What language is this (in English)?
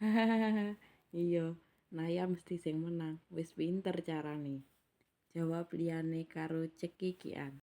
Javanese